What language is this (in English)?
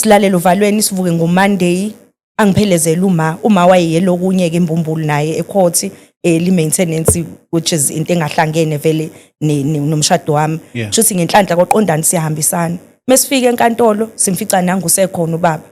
Zulu